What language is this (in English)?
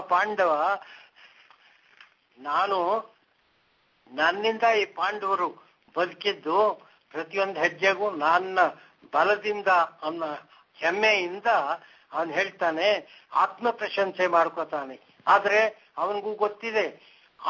Kannada